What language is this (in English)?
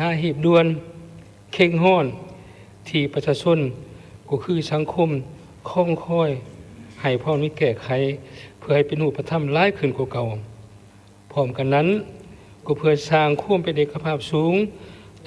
Lao